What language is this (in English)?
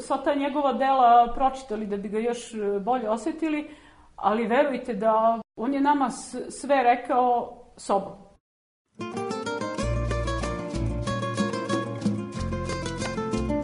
Serbian